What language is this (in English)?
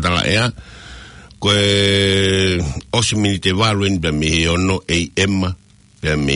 Tongan